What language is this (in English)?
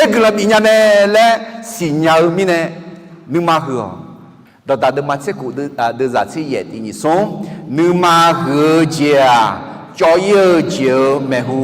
Akha